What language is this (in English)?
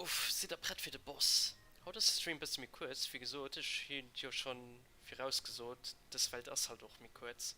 Luxembourgish